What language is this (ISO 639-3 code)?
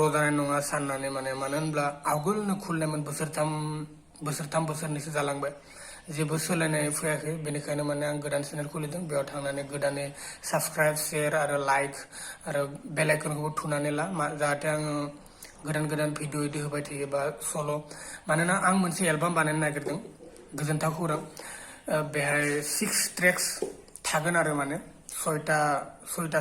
brx